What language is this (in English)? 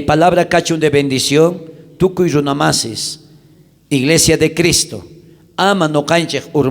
South Bolivian Quechua